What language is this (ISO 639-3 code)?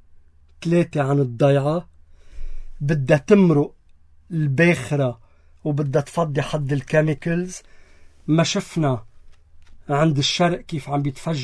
apc